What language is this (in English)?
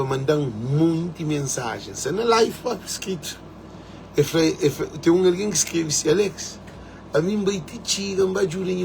Kabuverdianu